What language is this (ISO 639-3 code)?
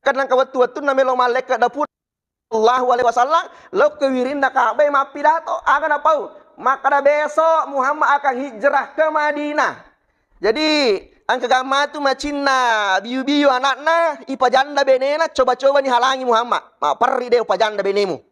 bug